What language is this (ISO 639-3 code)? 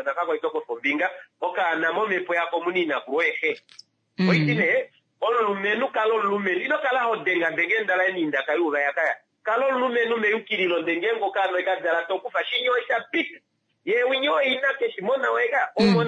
kua